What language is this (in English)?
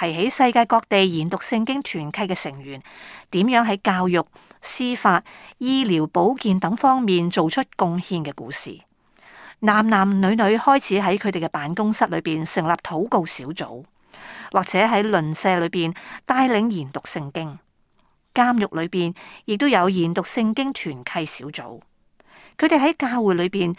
Cantonese